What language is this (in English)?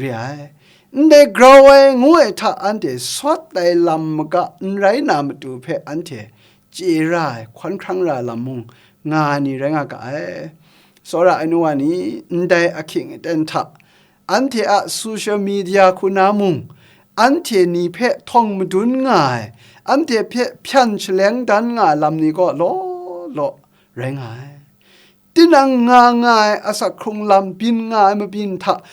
Kachin